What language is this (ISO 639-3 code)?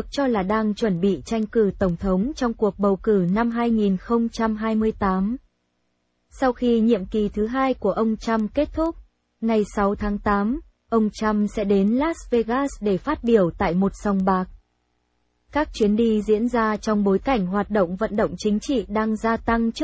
vie